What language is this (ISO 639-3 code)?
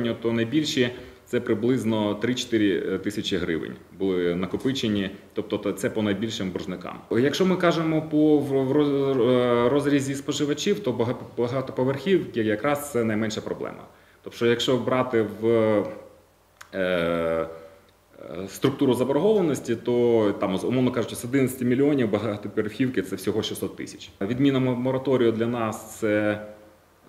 ukr